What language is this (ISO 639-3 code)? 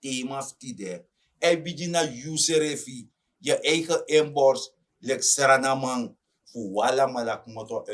srn